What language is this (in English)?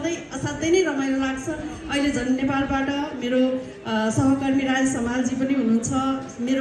Nepali